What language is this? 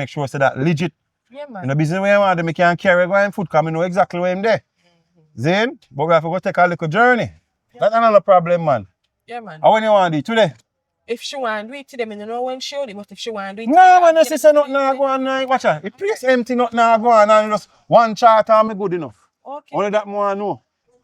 Jamaican Creole English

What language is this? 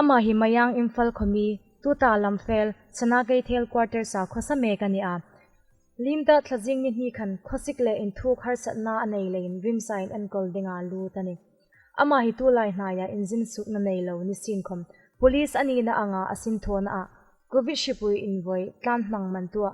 Hmar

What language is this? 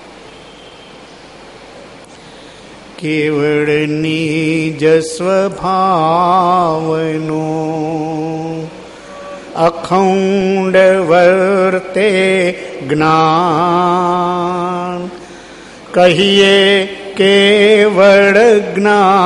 Gujarati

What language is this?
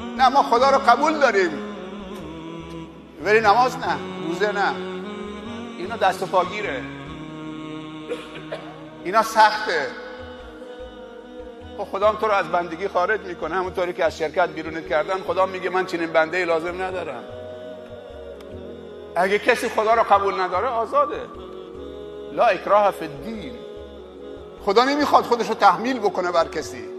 Persian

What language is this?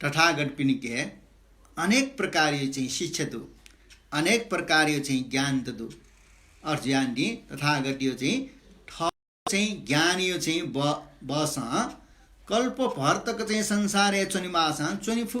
Newari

